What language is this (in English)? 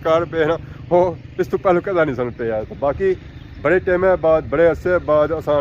Pahari-Potwari